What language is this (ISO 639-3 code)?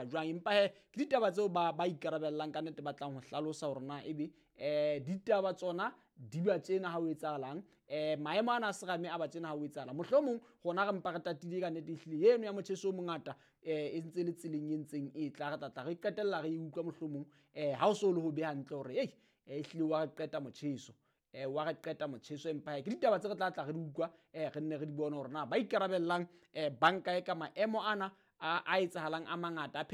sot